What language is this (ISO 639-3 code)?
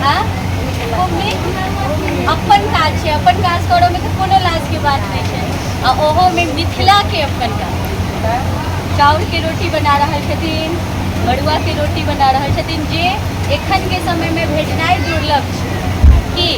mai